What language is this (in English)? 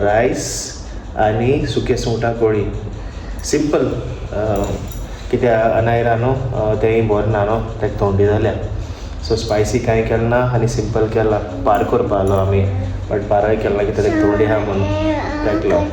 Konkani